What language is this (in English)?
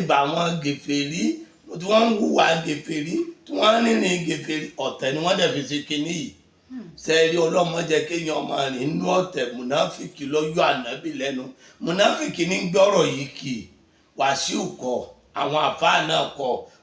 Yoruba